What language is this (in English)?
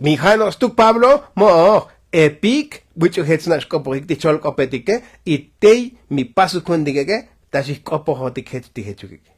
Tzotzil